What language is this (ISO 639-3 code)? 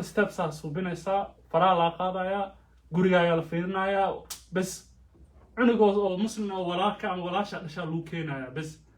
som